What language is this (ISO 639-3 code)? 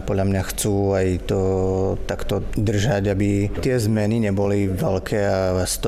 slk